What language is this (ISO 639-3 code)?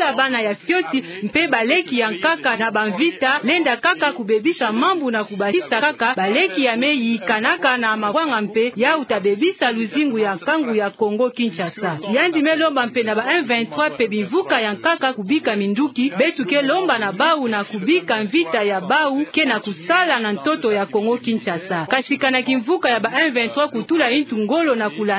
ktu